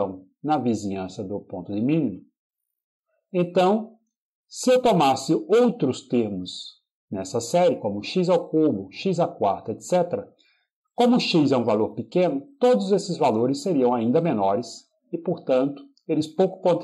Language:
Portuguese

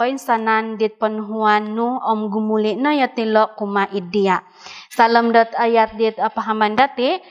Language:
Central Dusun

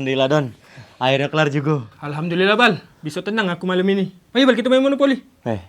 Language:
Musi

